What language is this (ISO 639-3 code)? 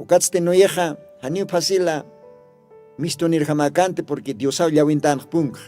aym